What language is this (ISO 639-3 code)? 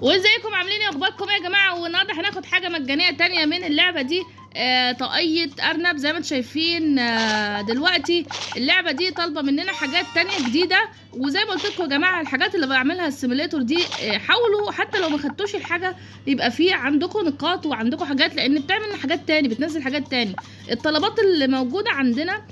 arz